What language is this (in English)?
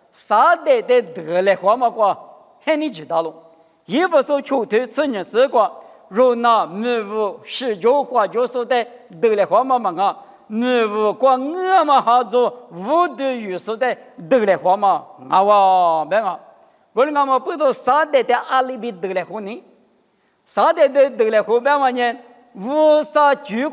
Lisu